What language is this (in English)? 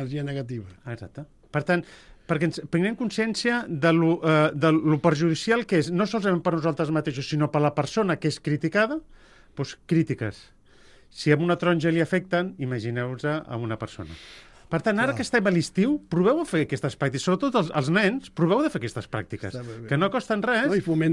Catalan